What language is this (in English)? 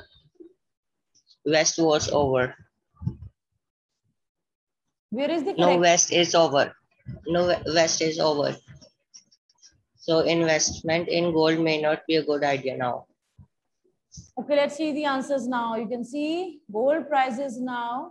English